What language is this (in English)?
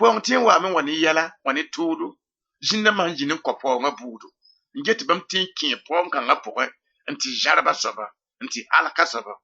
Mossi